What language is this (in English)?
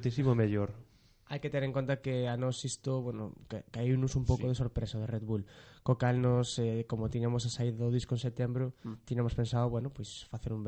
Galician